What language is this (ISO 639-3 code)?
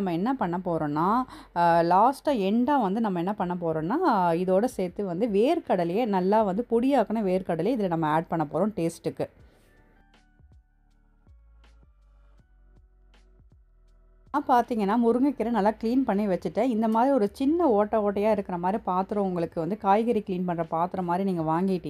tam